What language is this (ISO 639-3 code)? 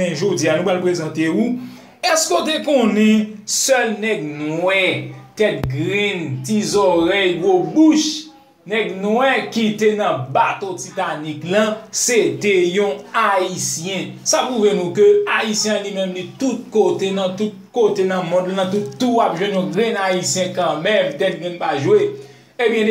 hat